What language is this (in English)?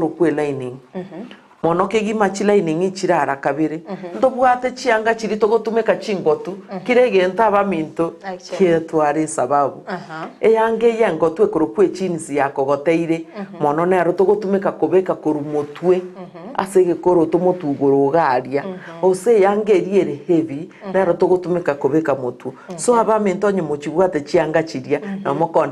Gusii